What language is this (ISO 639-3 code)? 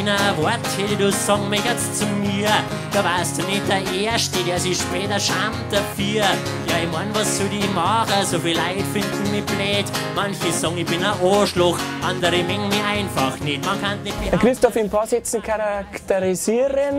bar